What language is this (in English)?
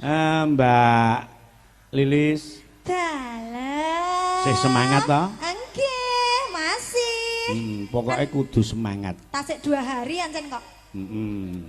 Javanese